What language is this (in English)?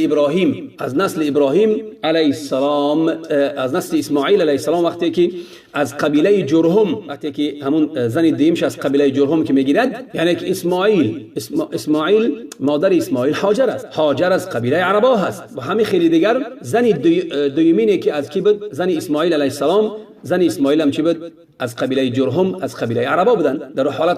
Tajik